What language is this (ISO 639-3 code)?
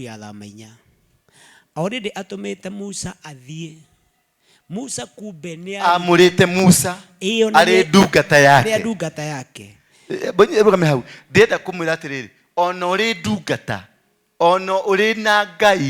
kik